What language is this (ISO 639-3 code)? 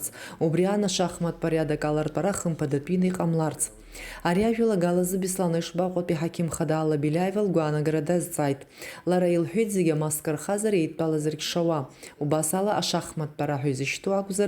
abk